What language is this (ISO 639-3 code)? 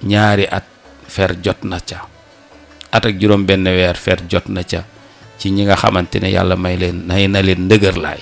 wol